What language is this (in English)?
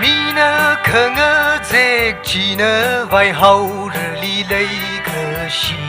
Tangkhul Naga (India)